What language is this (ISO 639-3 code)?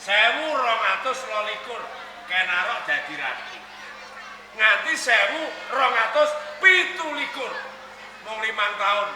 jav